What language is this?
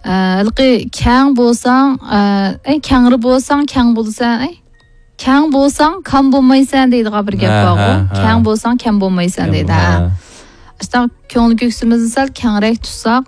Uyghur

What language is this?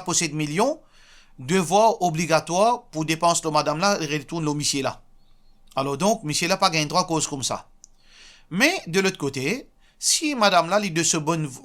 Morisyen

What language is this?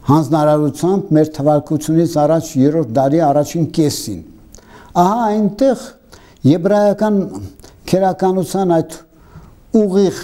Armenian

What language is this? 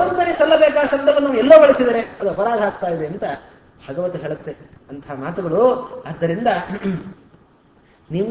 Kannada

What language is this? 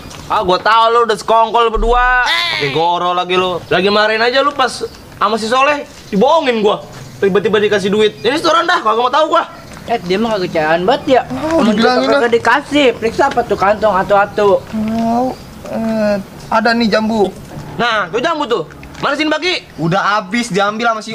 Betawi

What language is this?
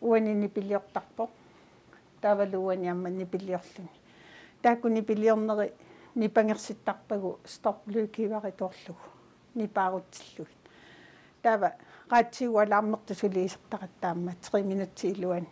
Kalaallisut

